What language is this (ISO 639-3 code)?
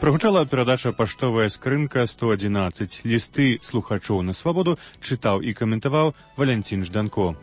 bel